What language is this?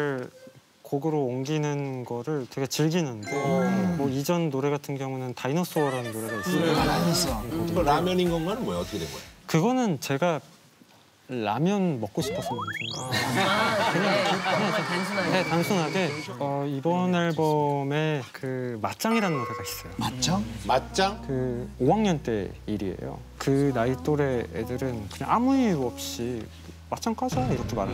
Korean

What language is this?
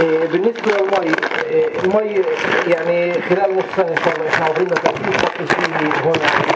North Levantine Arabic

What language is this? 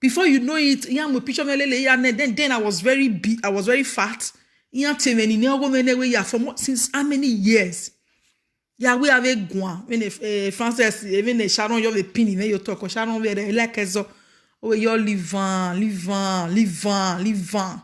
Nigerian Pidgin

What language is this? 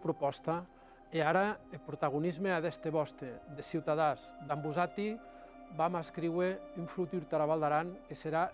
Occitan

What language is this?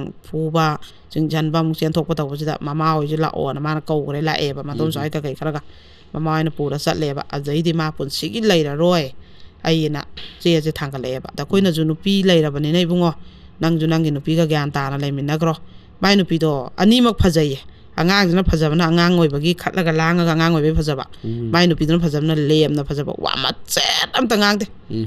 Manipuri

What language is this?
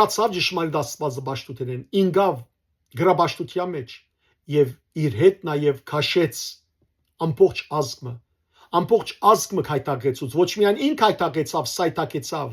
Western Armenian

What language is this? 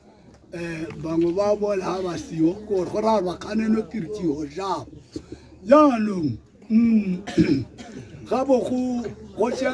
Tswana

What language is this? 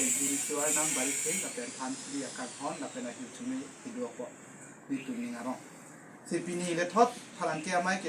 Karbi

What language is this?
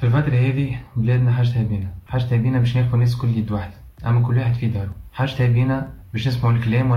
Tunisian Arabic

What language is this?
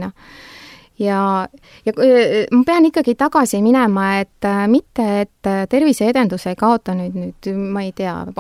Estonian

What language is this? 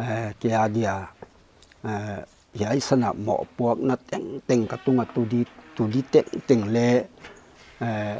Paite Chin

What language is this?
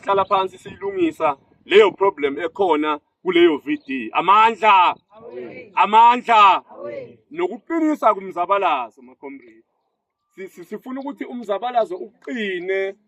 Zulu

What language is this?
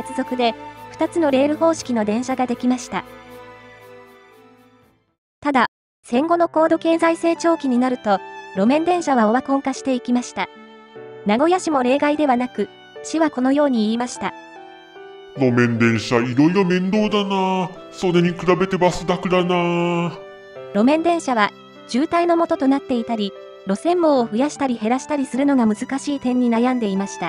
Japanese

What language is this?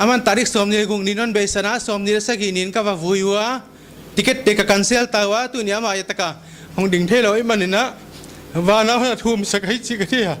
Paite Chin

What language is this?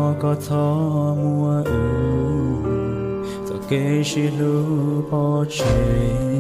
Hmong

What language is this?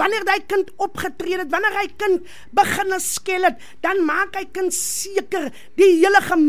Afrikaans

